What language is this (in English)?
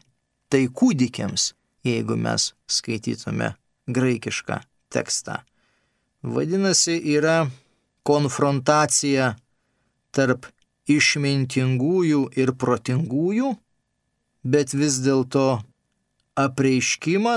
Lithuanian